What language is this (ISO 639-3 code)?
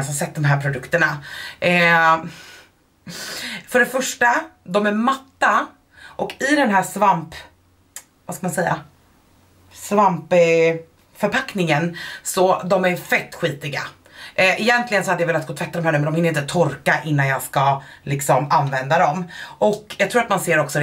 swe